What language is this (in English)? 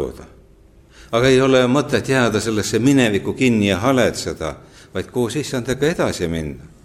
Estonian